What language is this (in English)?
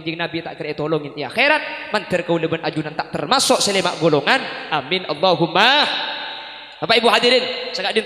Madurese